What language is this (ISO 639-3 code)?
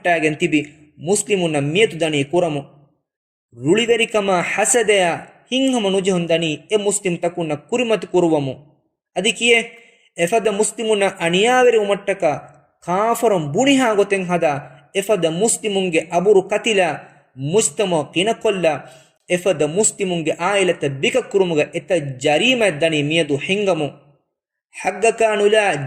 div